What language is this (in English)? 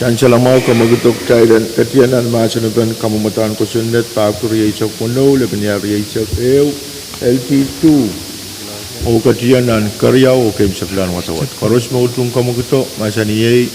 Pohnpeian